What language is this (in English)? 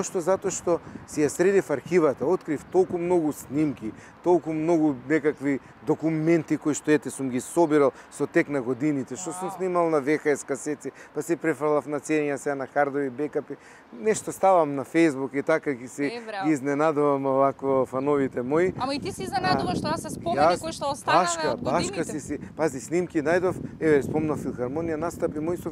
Macedonian